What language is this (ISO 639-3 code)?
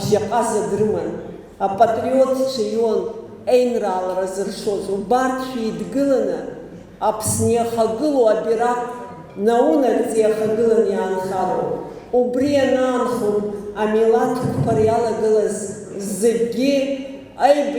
abk